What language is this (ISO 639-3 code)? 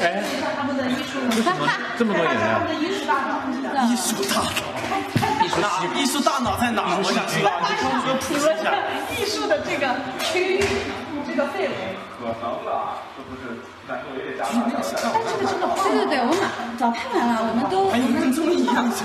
zho